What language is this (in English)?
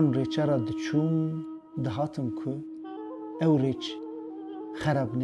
Kurdish